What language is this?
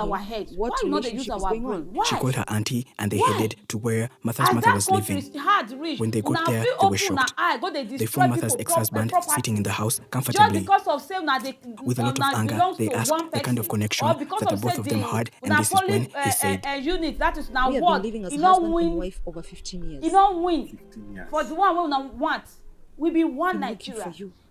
Nigerian Pidgin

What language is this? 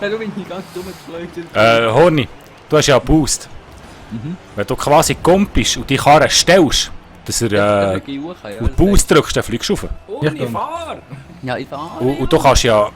Swiss German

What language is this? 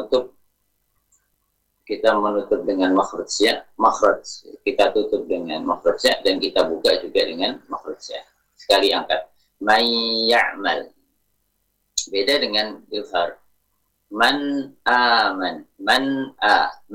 Indonesian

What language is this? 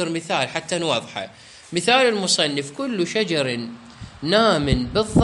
Mesopotamian Arabic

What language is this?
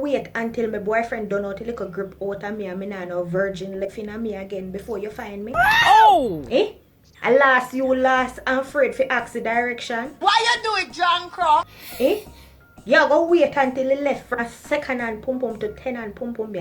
Jamaican Creole English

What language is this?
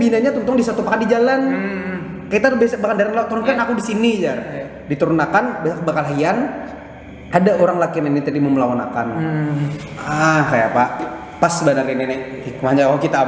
Banjar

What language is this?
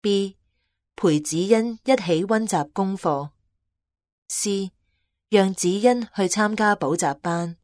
Cantonese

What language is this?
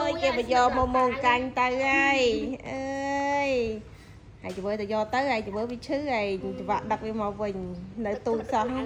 Khmer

